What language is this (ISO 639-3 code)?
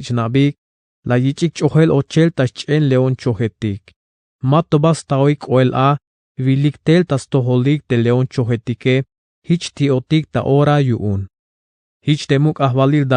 tzh